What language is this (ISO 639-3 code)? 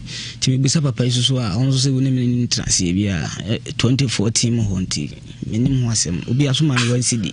aka